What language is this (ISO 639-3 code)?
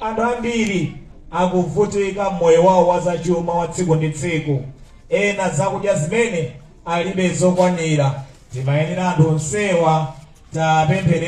nya